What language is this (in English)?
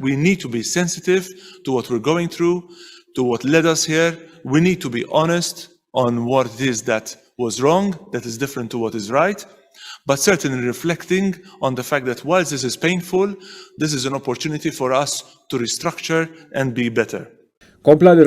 Maltese